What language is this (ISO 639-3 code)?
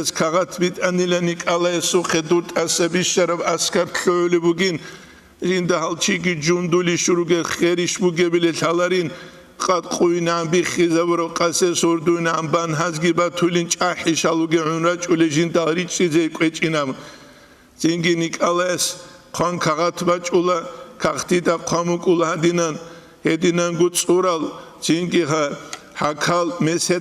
ava